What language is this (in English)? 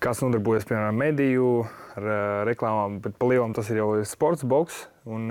Latvian